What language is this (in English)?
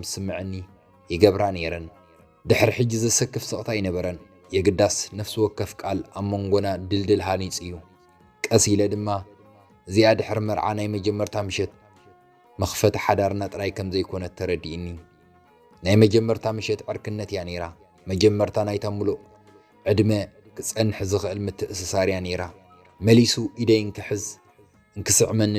Tigrinya